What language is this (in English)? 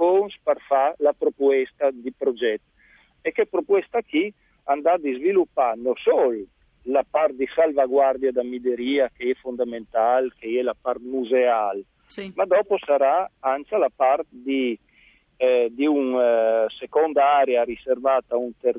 Friulian